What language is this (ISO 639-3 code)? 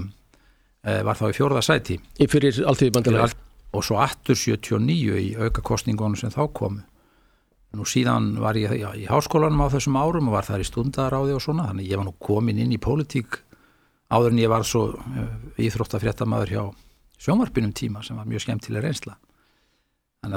isl